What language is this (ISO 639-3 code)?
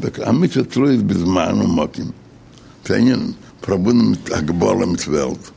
yid